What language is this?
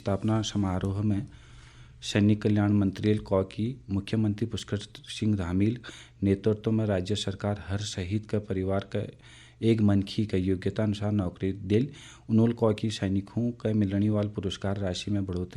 Garhwali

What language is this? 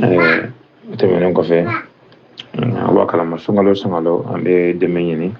Bambara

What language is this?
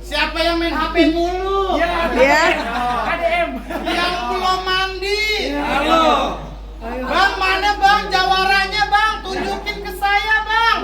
Betawi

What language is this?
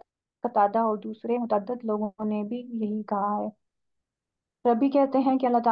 Urdu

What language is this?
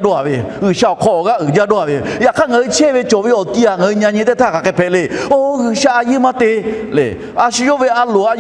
Lahu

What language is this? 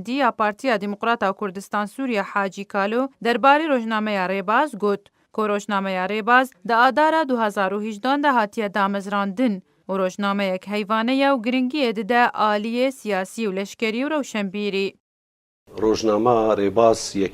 Kurdish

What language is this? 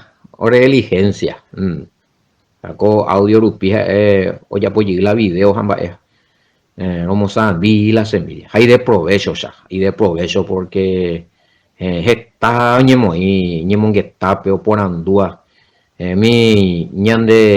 Guarani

